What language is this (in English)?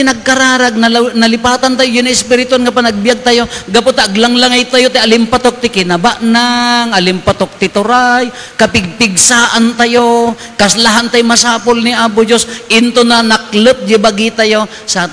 Iloko